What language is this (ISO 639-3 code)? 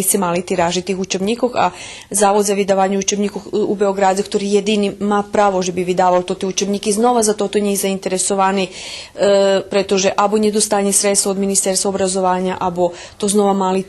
rue